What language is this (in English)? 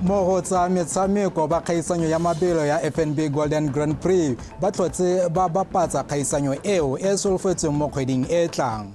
Tswana